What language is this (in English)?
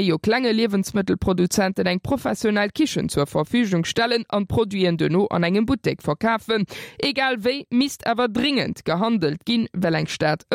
Luxembourgish